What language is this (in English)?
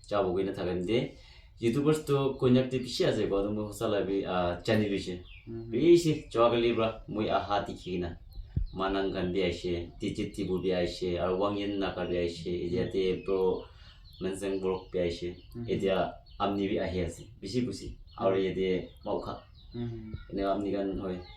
Naga Pidgin